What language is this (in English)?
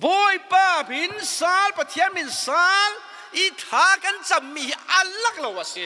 Falam Chin